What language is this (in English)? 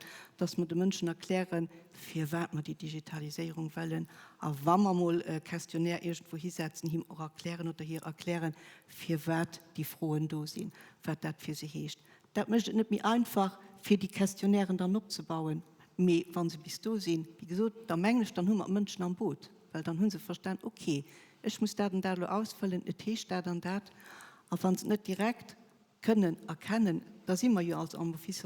Luxembourgish